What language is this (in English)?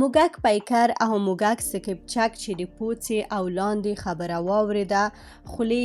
Pashto